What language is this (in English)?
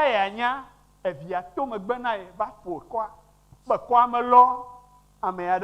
Ewe